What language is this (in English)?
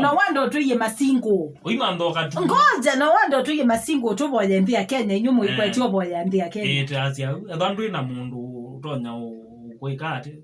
Kamba